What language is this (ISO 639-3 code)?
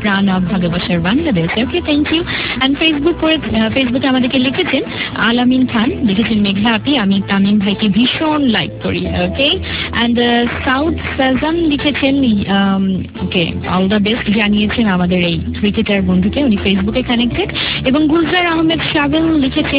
ben